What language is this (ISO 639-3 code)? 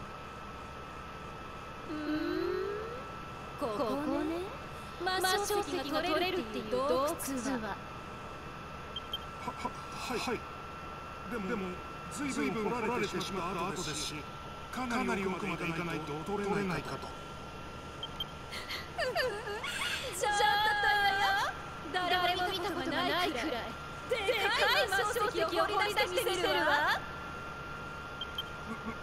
jpn